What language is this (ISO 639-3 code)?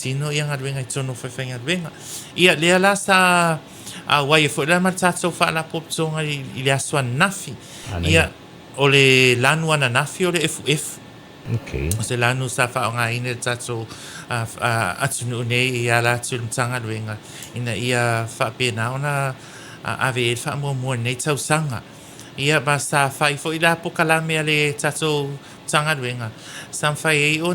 smo